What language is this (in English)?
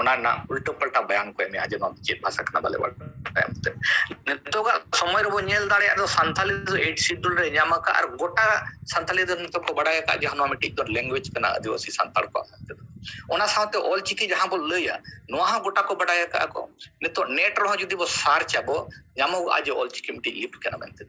Santali